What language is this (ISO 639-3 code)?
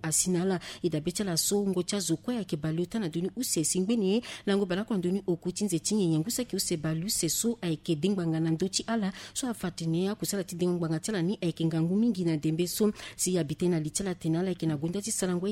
sag